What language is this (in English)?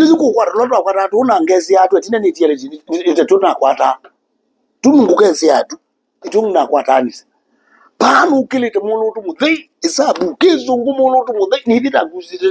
Kamba